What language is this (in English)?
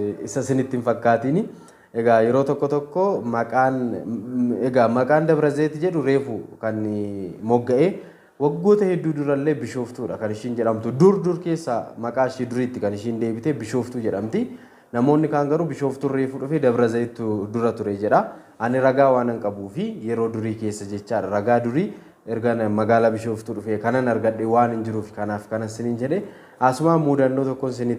Oromo